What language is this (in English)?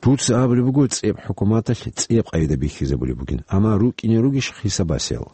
Avaric